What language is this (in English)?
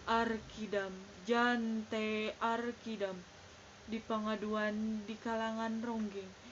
Sundanese